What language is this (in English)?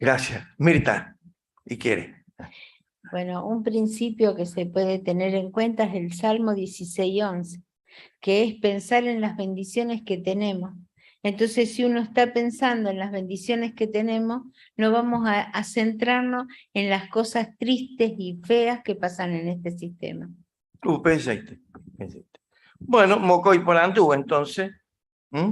Guarani